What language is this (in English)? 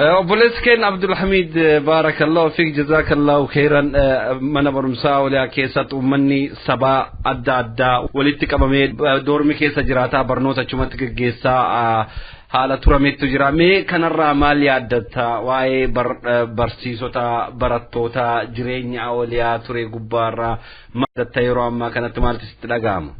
Oromo